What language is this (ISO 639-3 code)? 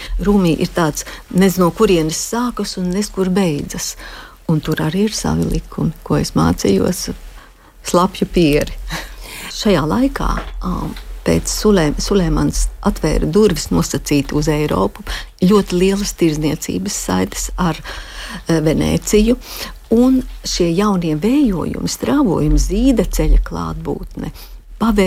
lav